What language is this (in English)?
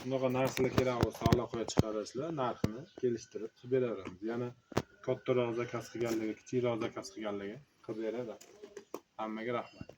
Uzbek